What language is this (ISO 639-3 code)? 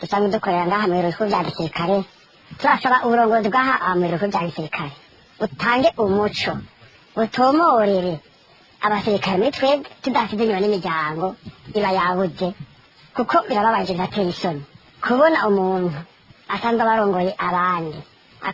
run